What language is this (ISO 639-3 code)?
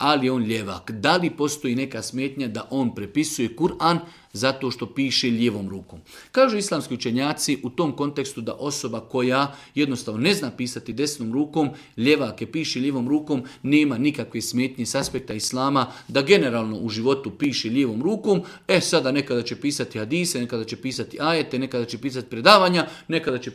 srp